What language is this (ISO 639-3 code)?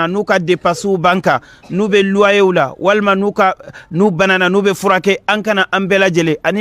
bam